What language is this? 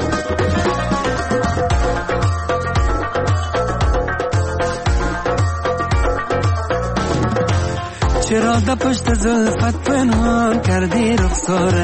Persian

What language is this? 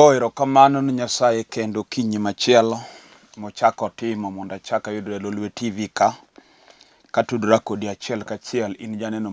Luo (Kenya and Tanzania)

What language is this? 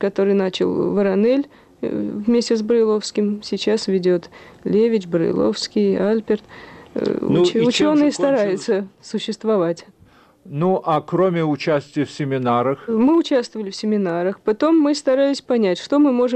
Russian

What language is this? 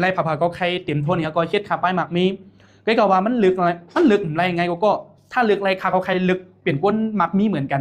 Shan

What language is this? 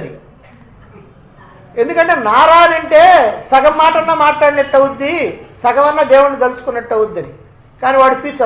Telugu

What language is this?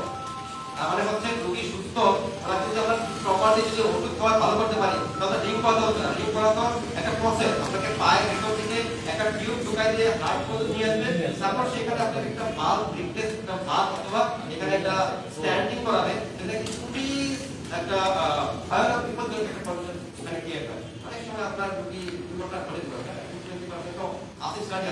Bangla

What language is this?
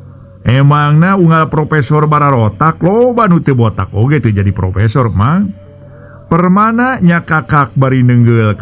Sundanese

